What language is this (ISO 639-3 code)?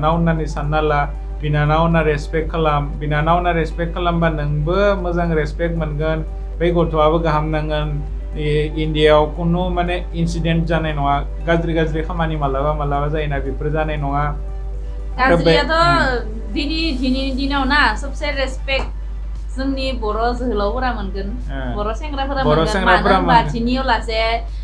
brx